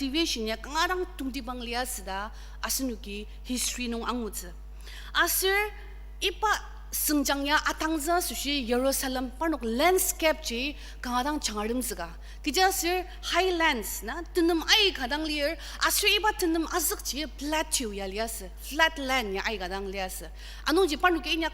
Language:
Ao Naga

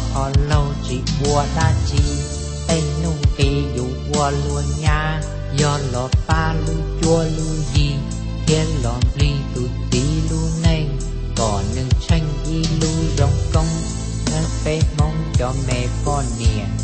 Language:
Hmong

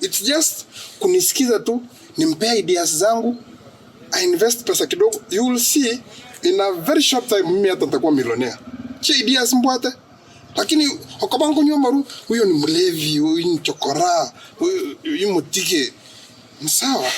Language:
Gusii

